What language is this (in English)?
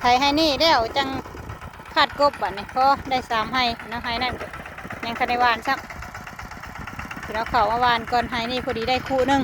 Northeastern Thai